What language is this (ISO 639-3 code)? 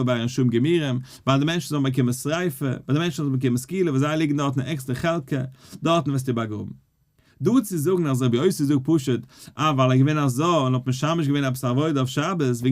yid